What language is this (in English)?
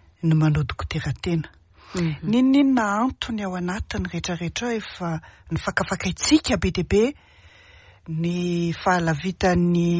Malagasy